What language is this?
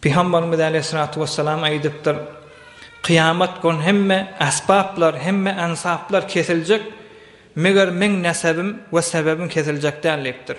Turkmen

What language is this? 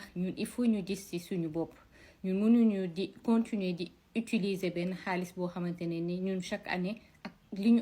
Wolof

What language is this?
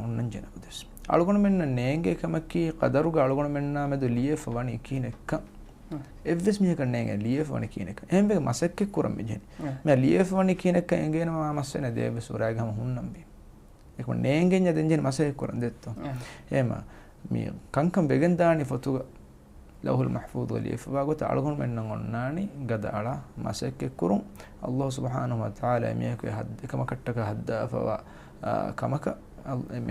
Divehi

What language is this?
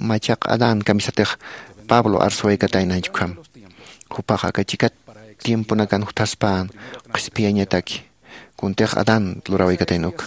Aymara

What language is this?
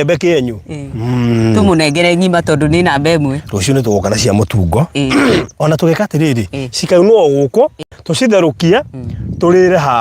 Kikuyu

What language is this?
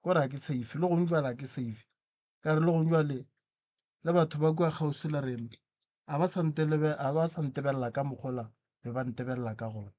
Northern Sotho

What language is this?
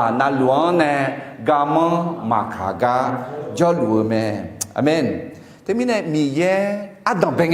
Akha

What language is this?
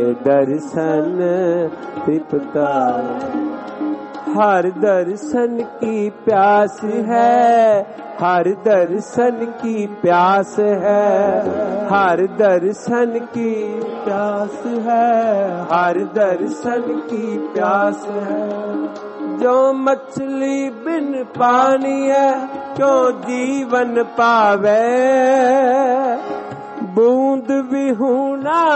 Punjabi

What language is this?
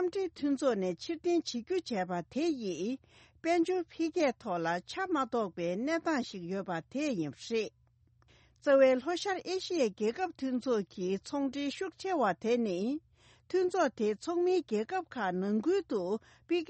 Tibetan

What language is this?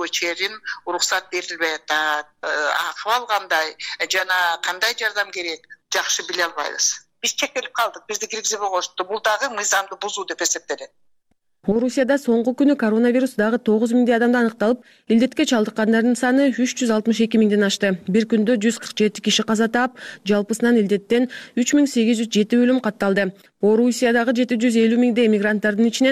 Kyrgyz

